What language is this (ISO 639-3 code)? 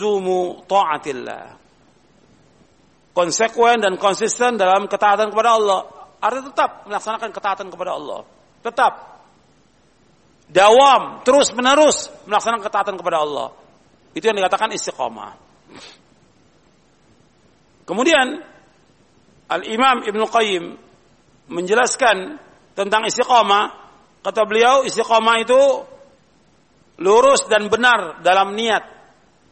ind